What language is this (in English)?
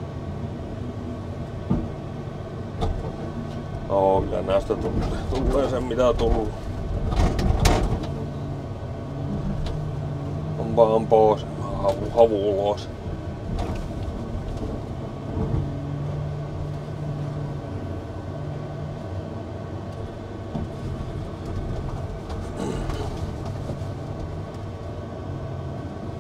Finnish